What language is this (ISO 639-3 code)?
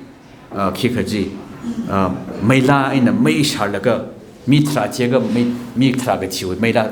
nmf